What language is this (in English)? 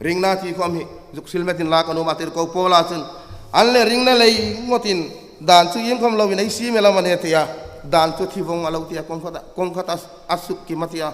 Hmar